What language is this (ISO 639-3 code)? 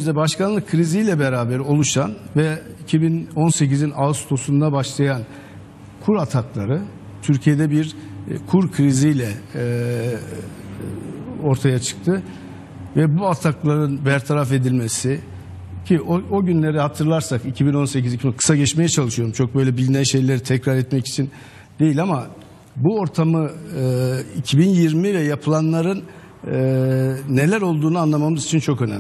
tur